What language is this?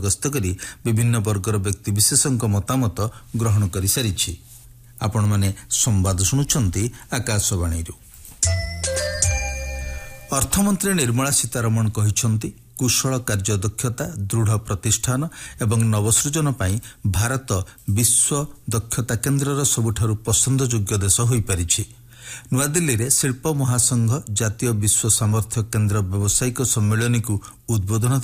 Odia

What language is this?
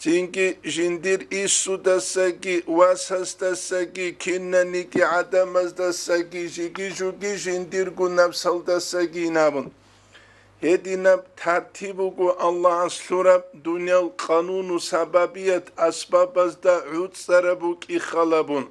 Avaric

